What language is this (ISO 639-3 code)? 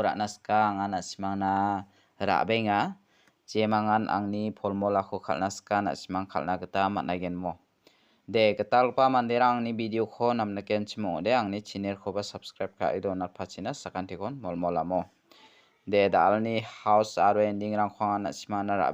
grt